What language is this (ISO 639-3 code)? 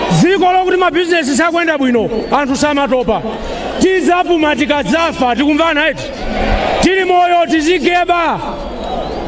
nya